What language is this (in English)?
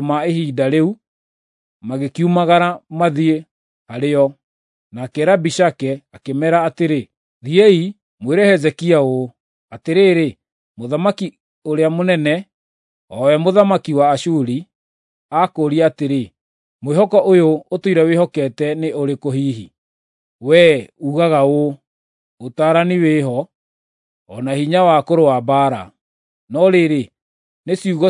Kikuyu